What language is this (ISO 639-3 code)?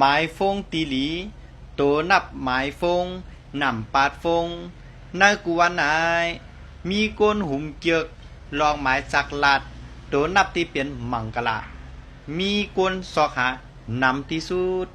shn